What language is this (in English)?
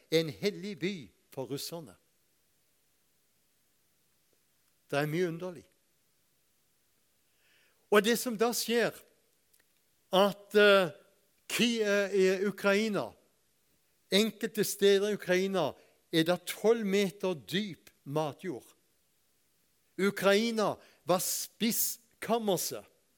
Norwegian